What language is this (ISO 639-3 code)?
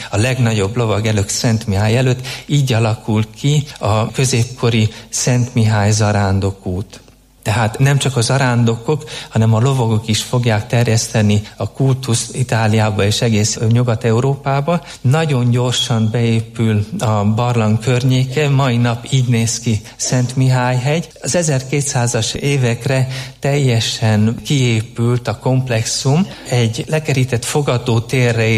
hun